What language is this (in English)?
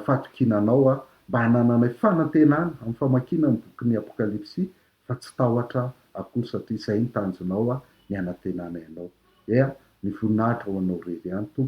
Malagasy